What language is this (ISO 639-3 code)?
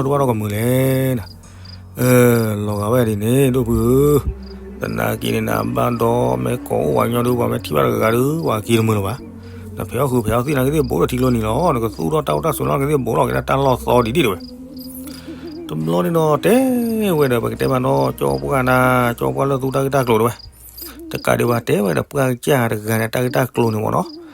ksw